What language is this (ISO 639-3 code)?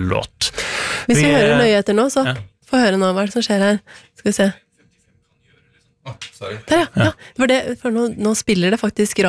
nor